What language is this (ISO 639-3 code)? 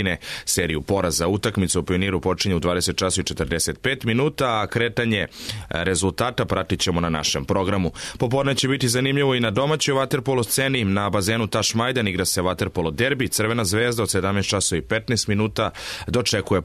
srp